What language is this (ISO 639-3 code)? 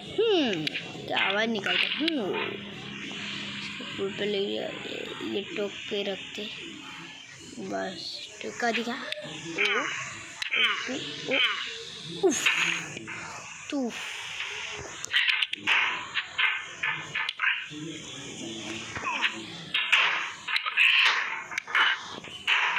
hin